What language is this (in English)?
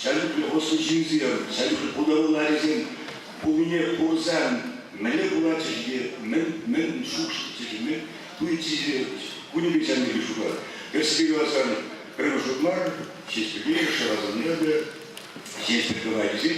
Chuvash